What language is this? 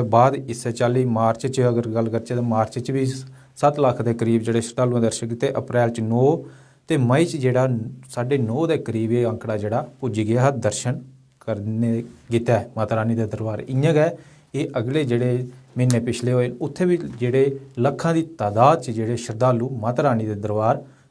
Dogri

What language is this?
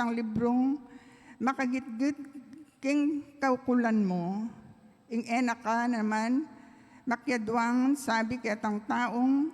Pampanga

